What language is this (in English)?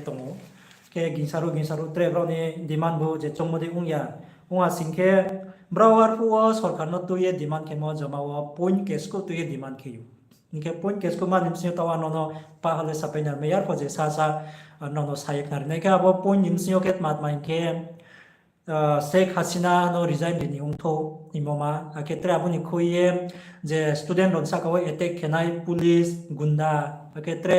Riang (India)